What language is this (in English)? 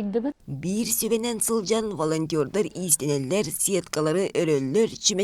Yakut